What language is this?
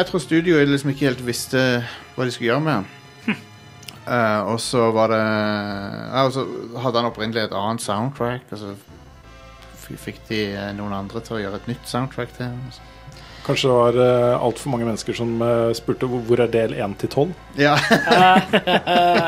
Norwegian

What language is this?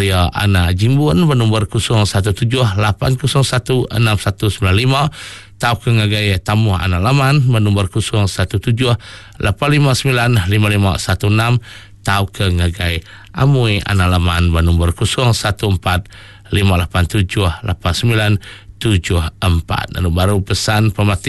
Iban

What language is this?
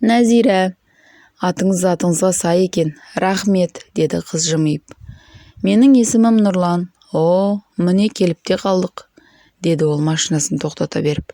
Kazakh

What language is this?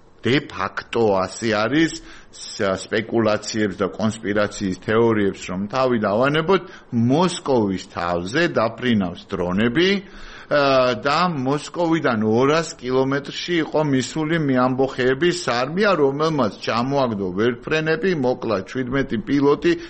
Georgian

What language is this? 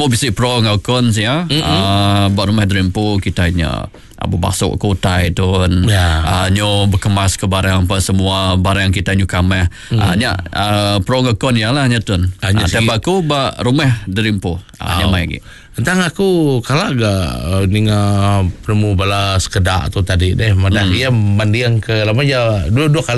Iban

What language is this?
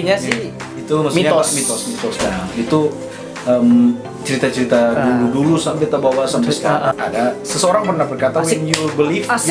Manado Malay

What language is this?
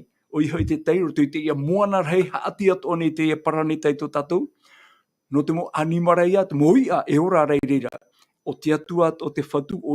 Tahitian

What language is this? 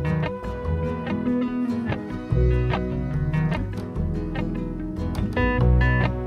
Norwegian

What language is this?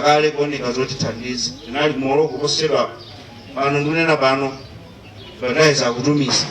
Nyanja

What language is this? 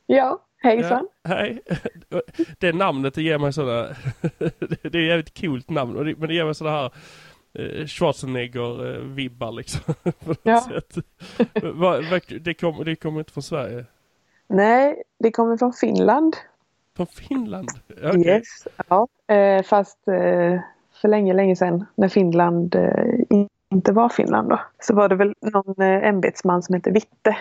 Swedish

